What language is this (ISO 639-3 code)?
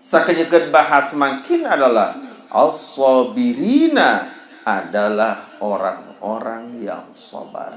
sas